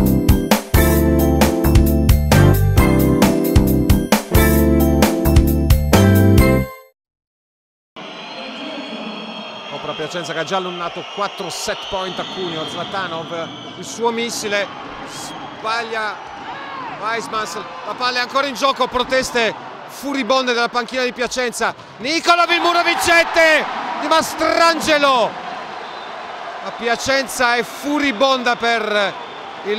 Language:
Italian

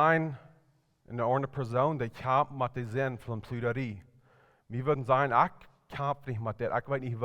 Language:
Plautdietsch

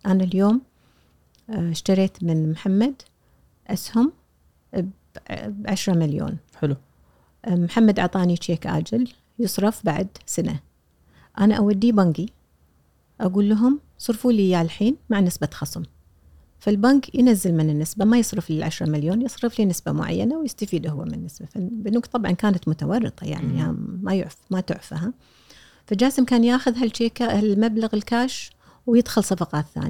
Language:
Gulf Arabic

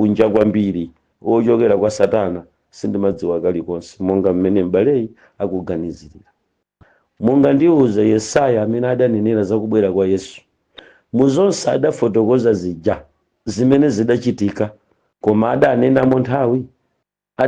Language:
Nyanja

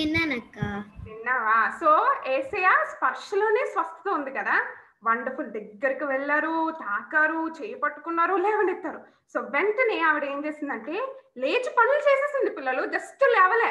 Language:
Telugu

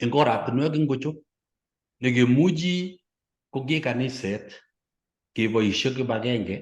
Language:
Kalenjin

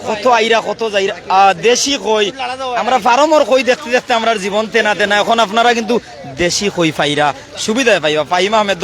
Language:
Sylheti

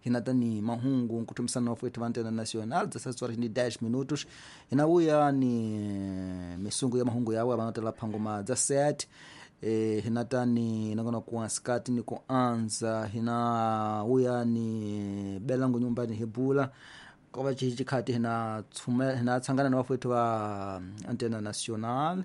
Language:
Tsonga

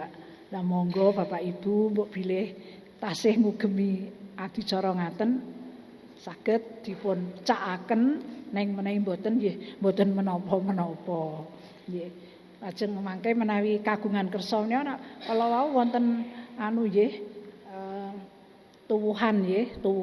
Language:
Javanese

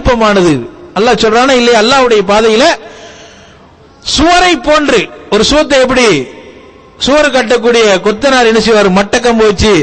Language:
Tamil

